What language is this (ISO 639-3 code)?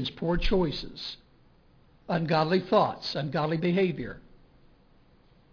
eng